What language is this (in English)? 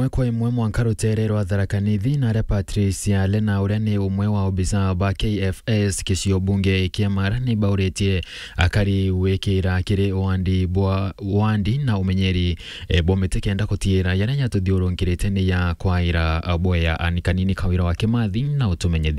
Meru